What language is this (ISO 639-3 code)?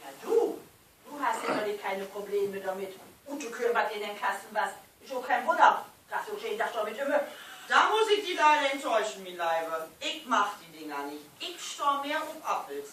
nds